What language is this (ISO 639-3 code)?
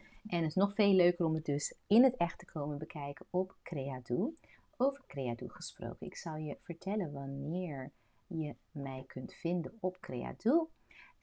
nld